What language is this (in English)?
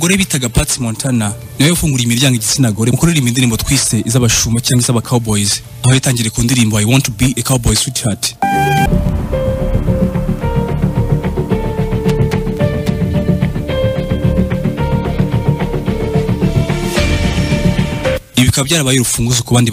Kinyarwanda